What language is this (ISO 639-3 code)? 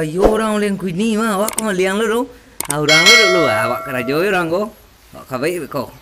min